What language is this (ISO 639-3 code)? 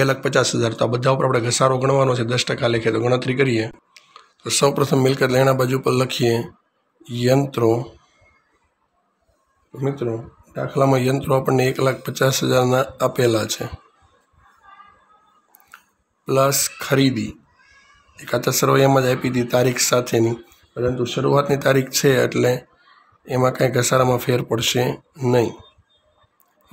guj